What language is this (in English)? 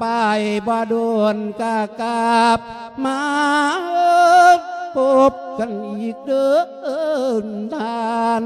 Lao